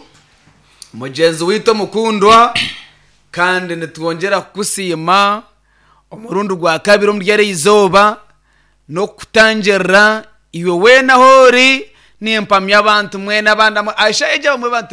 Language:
Nyankole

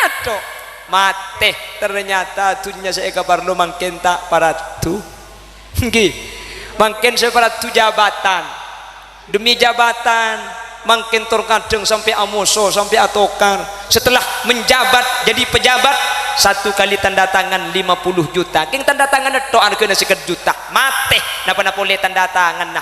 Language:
Madurese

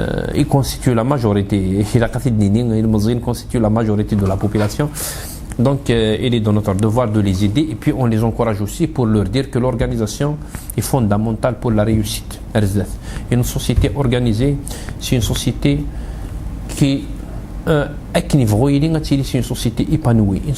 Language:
Kabyle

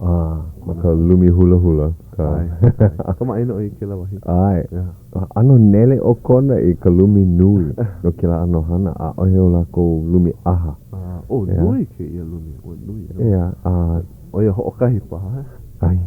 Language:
Hawaiian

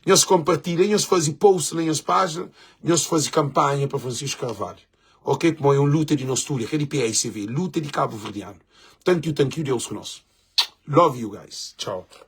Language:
Kabuverdianu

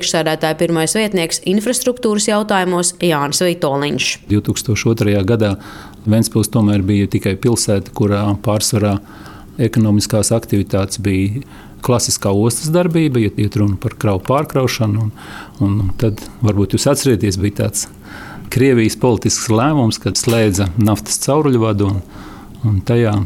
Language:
Latvian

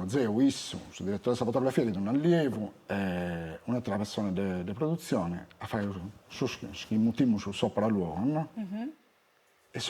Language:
Sardinian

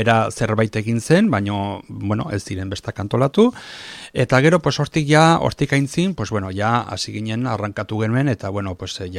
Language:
Basque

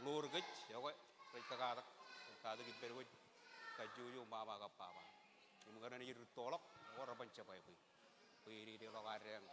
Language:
Marshallese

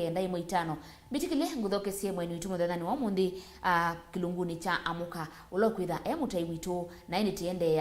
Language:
Kamba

